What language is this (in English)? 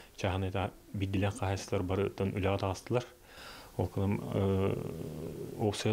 Yakut